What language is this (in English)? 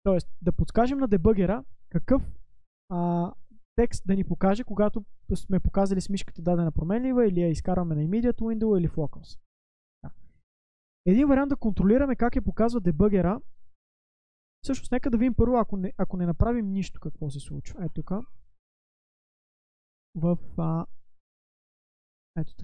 Bulgarian